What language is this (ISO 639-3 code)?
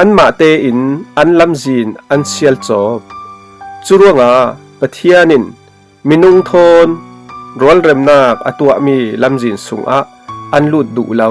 cfm